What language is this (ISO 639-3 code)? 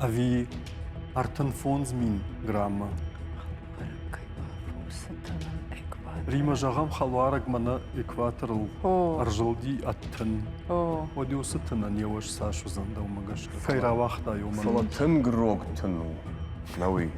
oss